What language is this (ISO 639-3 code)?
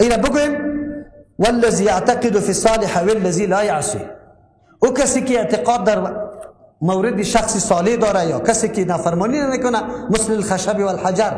fas